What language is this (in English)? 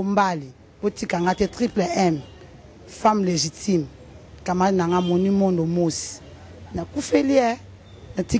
Lingala